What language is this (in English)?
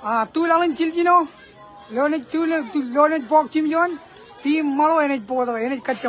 Marshallese